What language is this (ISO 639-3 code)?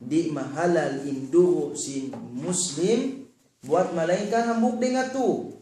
tsg